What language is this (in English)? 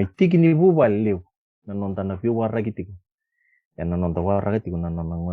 Fijian